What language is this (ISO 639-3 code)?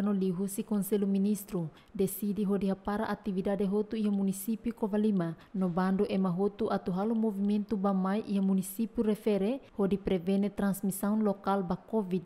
tet